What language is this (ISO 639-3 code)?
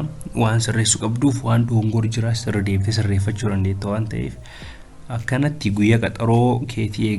orm